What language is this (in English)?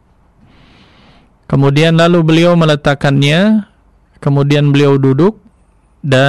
Indonesian